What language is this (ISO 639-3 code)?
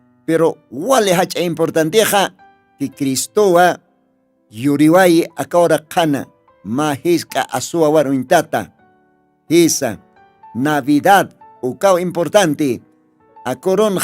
aym